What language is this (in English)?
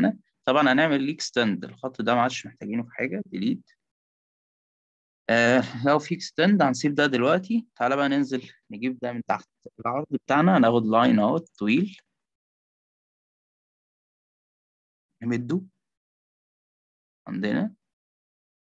Egyptian Arabic